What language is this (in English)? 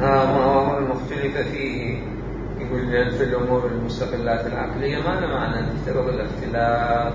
Mesopotamian Arabic